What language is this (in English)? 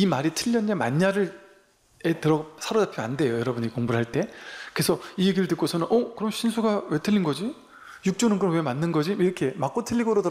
Korean